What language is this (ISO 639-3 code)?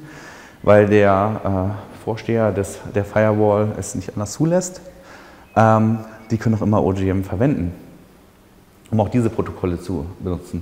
deu